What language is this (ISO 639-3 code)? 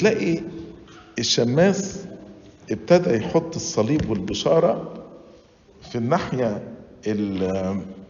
arz